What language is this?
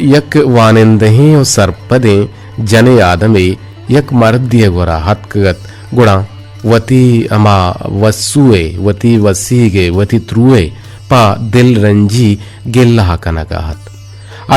Eastern Balochi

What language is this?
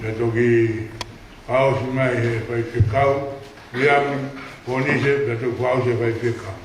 Tongan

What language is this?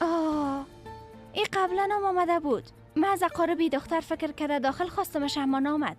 Persian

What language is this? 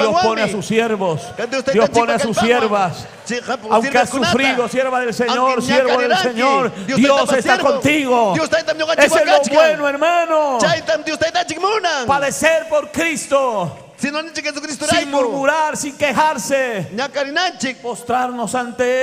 Ayacucho Quechua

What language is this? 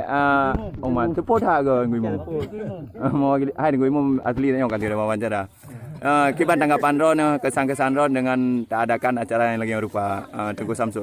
Achinese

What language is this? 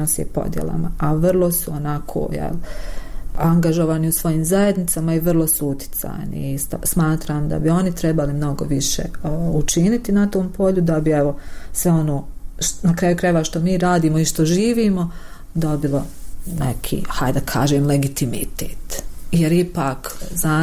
Bosnian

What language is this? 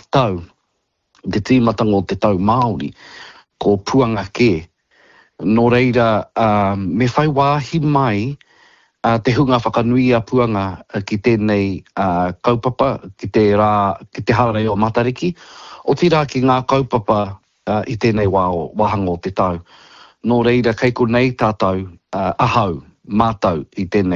Māori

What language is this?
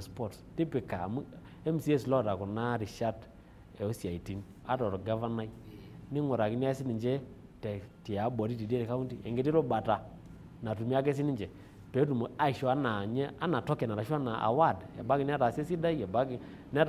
Masai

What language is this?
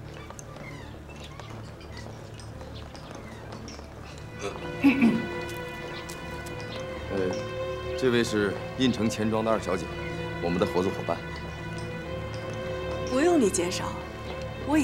Chinese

